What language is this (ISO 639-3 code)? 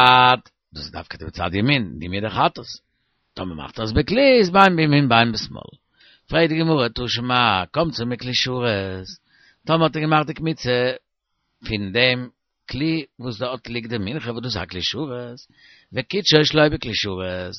yid